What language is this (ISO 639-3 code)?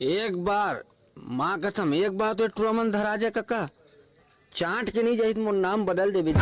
hne